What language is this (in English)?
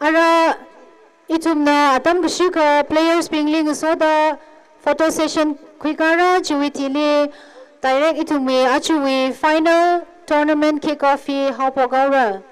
Tangkhul Naga (India)